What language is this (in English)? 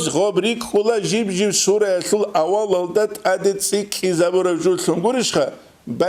Avaric